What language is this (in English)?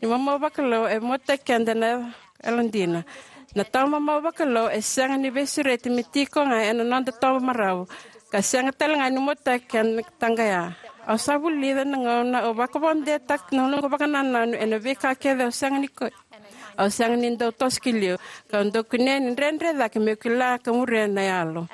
Fijian